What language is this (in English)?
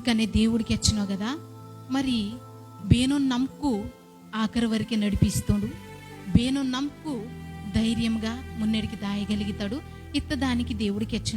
Koya